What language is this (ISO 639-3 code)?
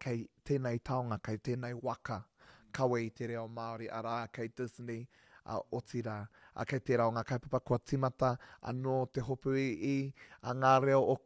mri